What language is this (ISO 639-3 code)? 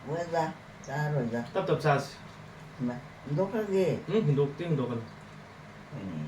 mni